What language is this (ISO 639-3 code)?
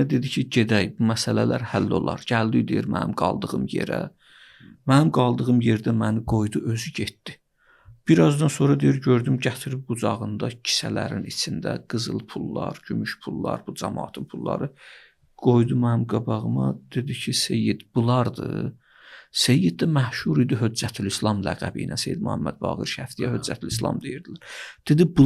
aze